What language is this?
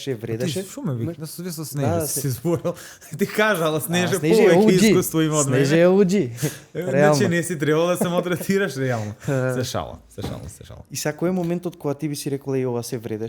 Macedonian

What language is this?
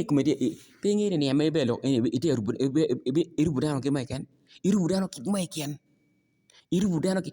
Acoli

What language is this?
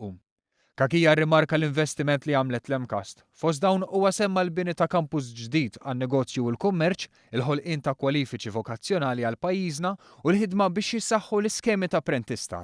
Maltese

